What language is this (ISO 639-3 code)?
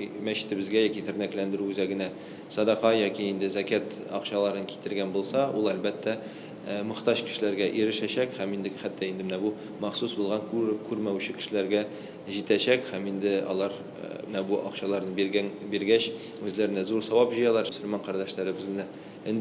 tat